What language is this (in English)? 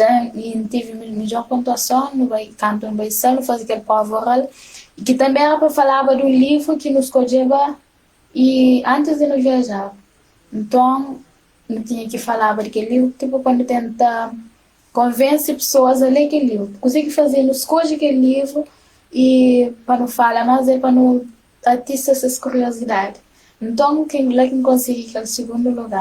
Kabuverdianu